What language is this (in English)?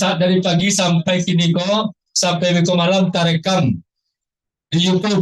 Minangkabau